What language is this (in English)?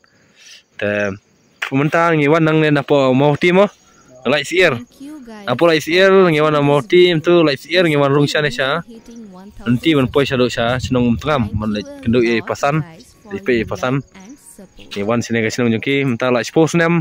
Khasi